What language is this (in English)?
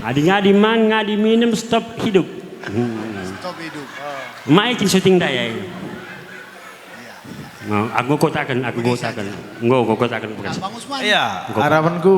Batak Karo